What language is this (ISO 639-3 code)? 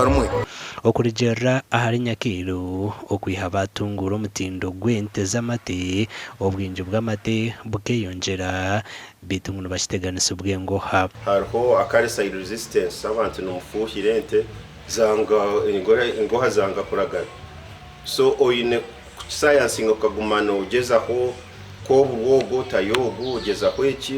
nyn